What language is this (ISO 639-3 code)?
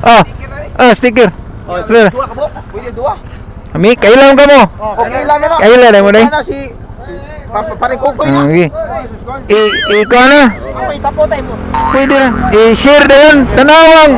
ceb